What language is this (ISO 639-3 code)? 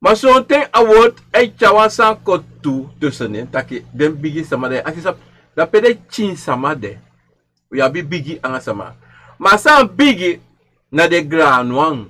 srn